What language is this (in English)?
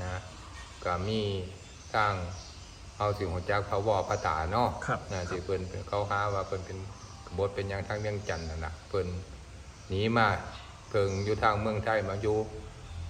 Northeastern Thai